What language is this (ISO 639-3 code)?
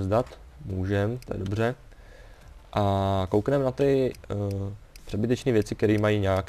ces